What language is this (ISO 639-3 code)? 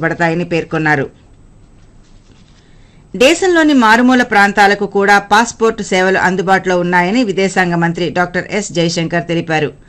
tel